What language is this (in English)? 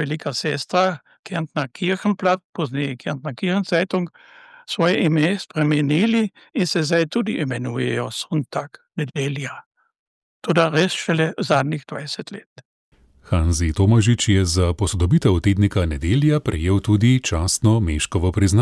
Slovenian